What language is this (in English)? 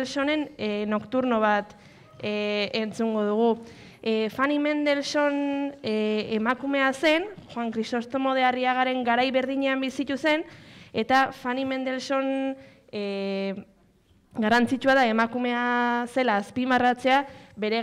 Basque